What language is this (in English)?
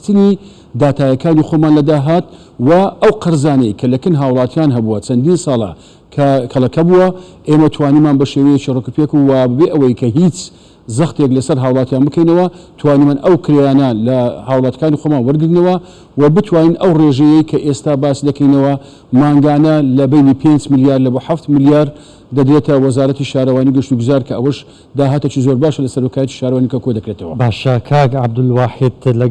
Central Kurdish